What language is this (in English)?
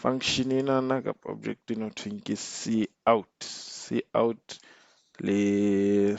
Southern Sotho